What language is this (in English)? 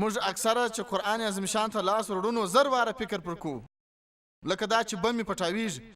Pashto